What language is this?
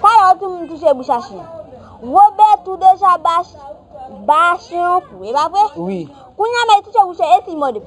Haitian Creole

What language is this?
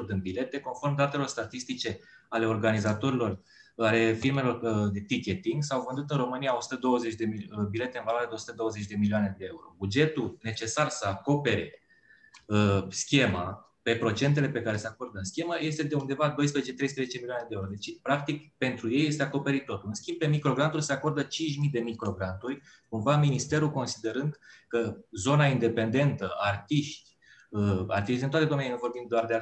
Romanian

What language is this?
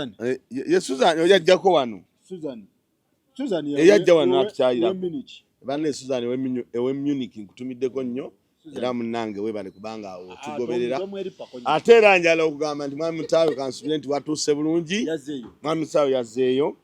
Ganda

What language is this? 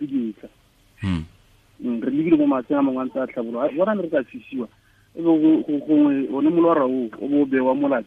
Tswana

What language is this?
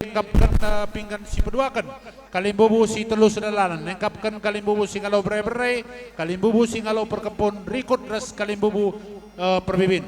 Batak Karo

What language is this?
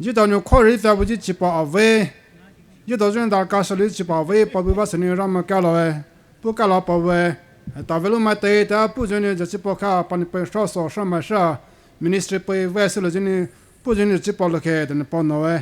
Poumei Naga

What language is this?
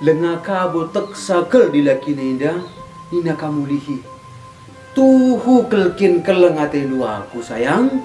Batak Karo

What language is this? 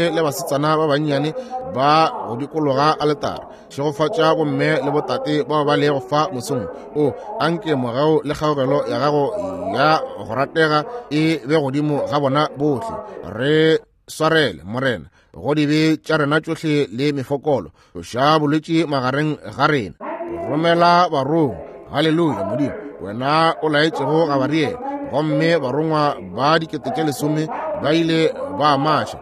Northern Sotho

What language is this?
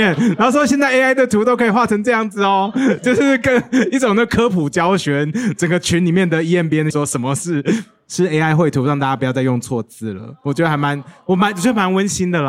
Chinese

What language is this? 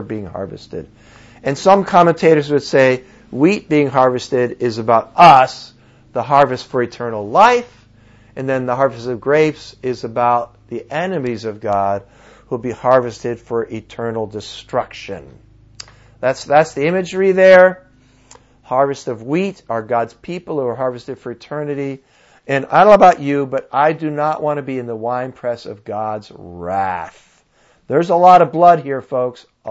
English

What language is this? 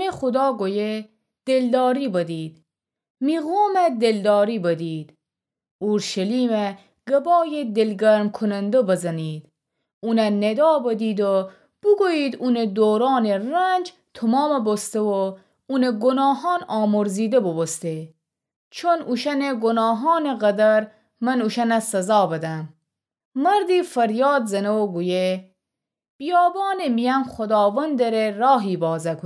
Gilaki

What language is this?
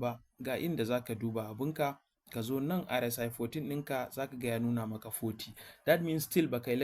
Hausa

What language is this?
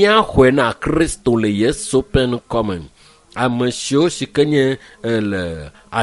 Ewe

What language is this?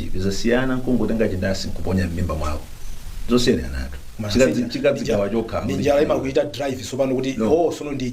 Nyanja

